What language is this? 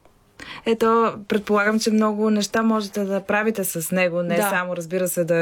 Bulgarian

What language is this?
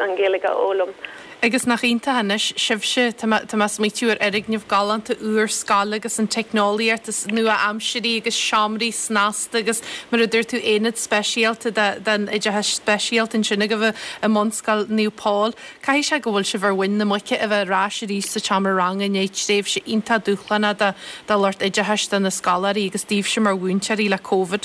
Irish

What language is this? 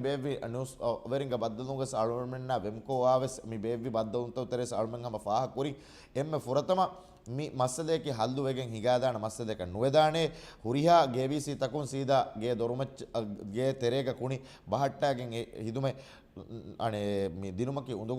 Divehi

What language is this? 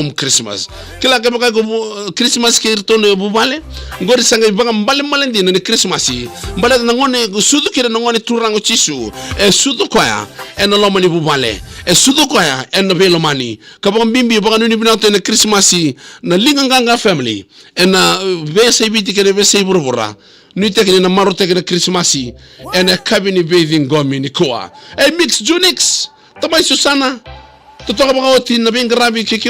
Fijian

